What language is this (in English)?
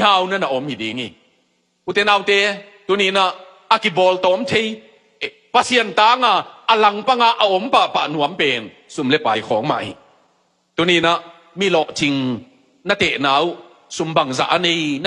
Tedim Chin